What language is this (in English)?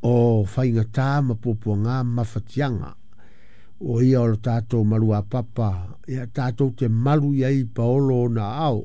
Samoan